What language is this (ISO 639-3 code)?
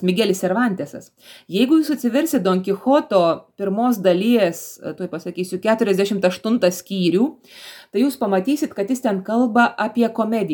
lit